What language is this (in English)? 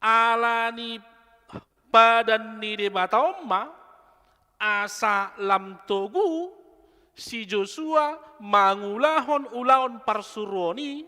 Batak Toba